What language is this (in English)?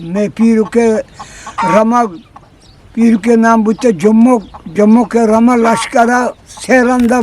Eastern Balochi